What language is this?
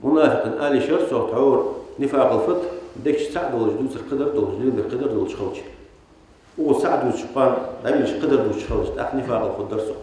Ingush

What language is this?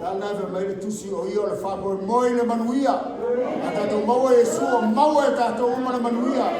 Samoan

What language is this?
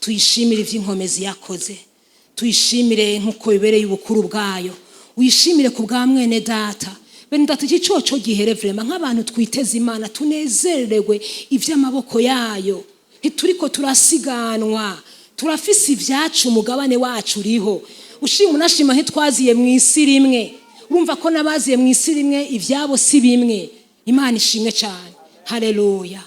Rundi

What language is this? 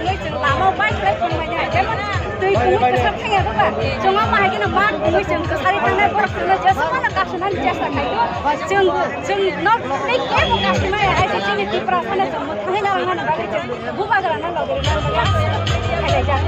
Kok Borok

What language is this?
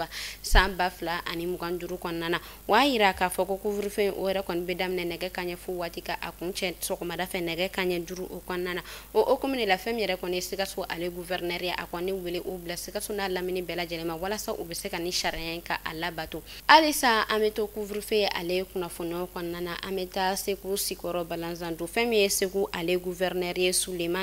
Bambara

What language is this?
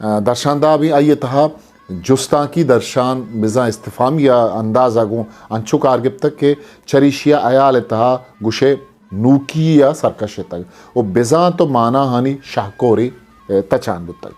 Eastern Balochi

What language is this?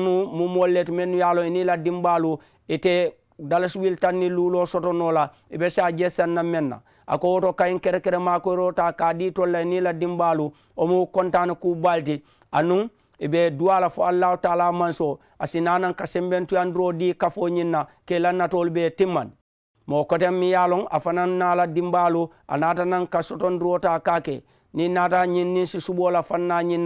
Mandingo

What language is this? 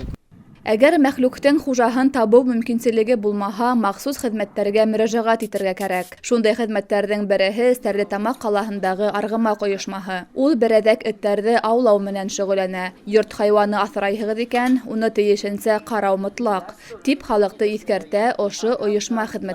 Bashkir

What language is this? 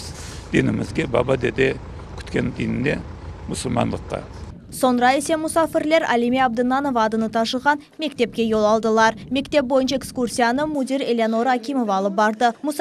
Crimean Tatar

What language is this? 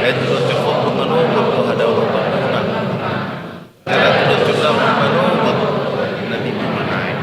Batak Toba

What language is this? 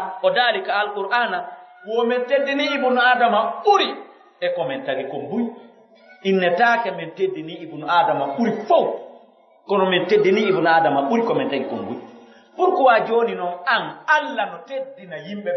Pular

